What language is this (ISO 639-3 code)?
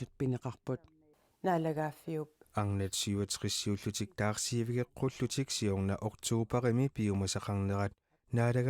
kal